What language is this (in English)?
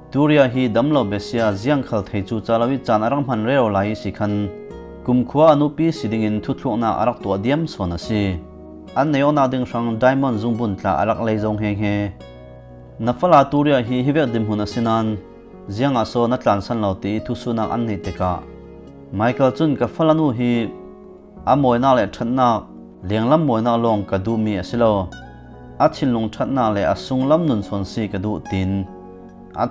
Falam Chin